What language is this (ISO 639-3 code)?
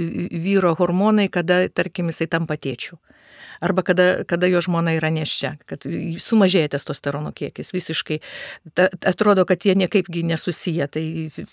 lit